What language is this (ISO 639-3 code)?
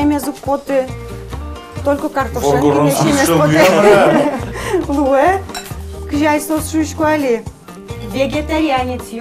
udm